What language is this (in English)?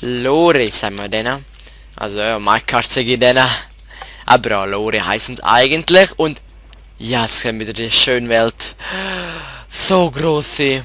Swiss German